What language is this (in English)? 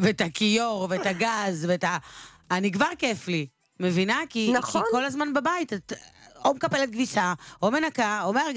Hebrew